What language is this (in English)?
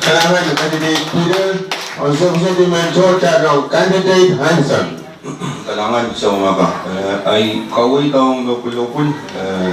Pohnpeian